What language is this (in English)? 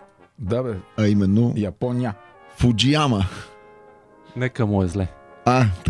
Bulgarian